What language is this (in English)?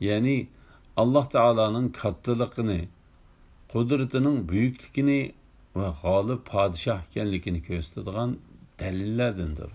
Uyghur